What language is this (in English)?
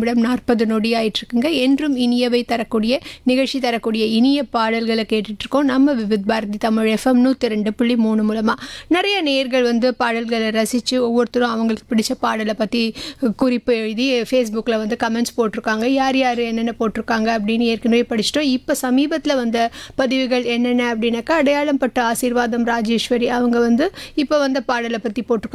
Tamil